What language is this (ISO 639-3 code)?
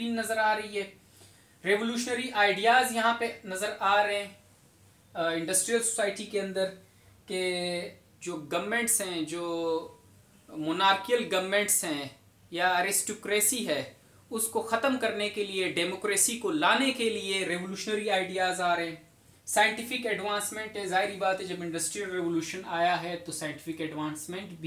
hin